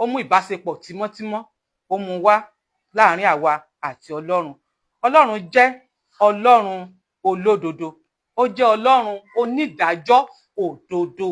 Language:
Yoruba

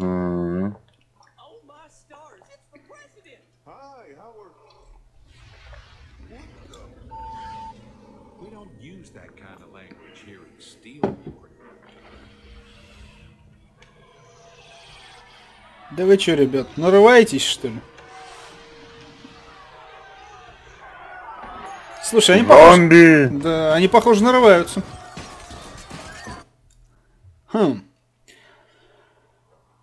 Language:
Russian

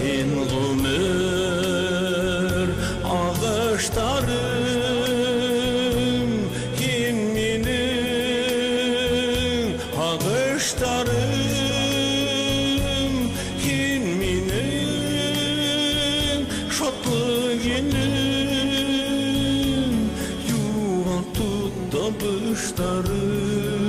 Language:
Bashkir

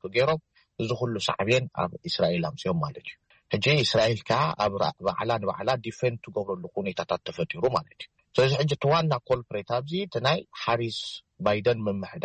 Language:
Tigrinya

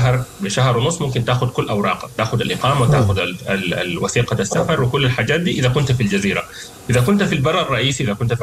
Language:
Sudanese Arabic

